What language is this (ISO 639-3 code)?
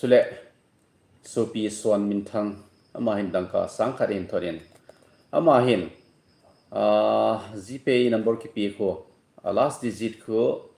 tcz